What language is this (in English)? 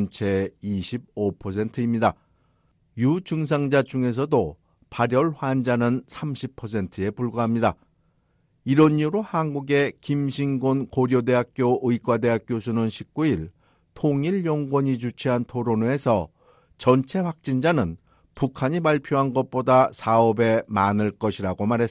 Korean